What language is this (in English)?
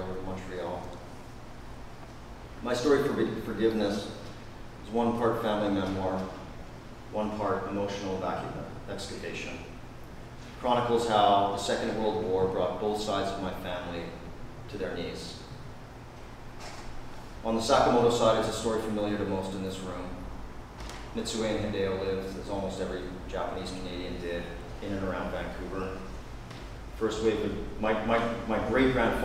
English